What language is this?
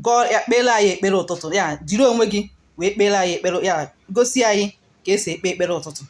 Igbo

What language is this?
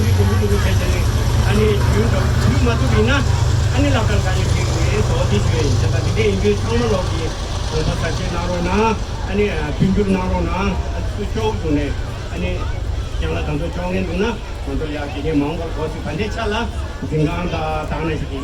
Tibetan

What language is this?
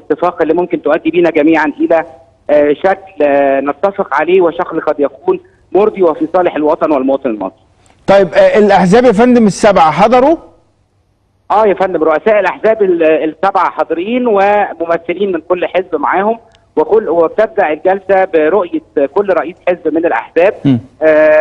Egyptian Arabic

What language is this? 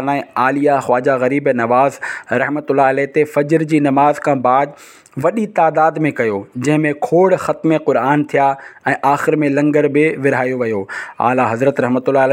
Sindhi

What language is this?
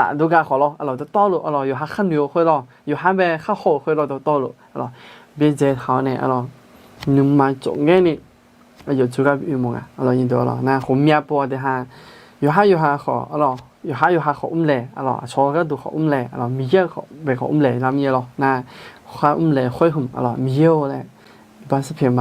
Akha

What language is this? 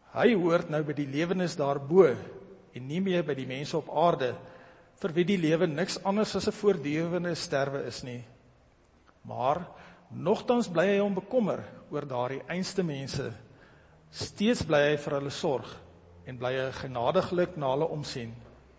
Afrikaans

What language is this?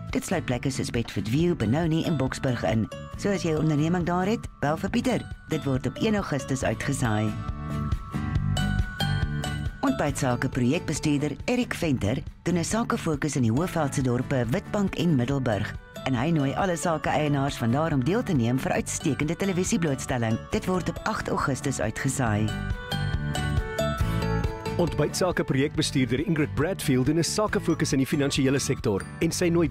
Afrikaans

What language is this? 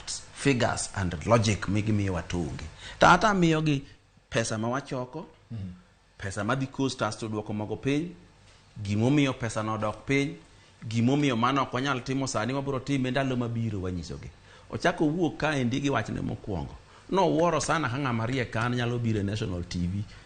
Luo (Kenya and Tanzania)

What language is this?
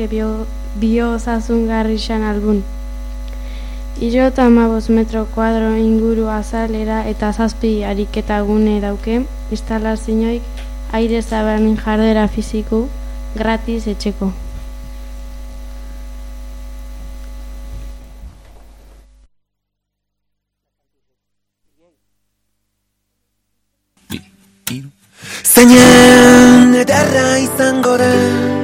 Basque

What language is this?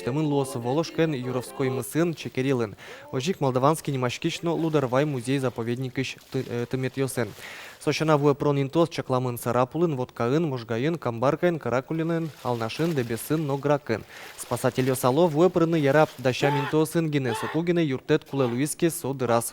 Udmurt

